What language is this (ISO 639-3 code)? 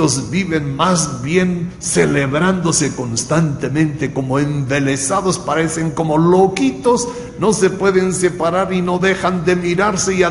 spa